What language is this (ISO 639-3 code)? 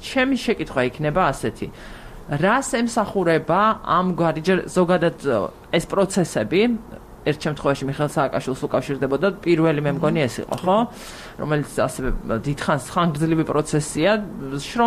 kat